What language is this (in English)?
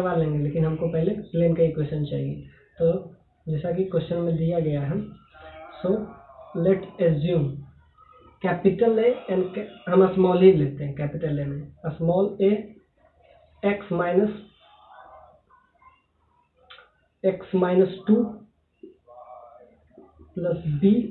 Hindi